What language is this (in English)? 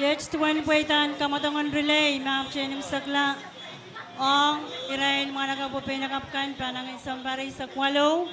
Pohnpeian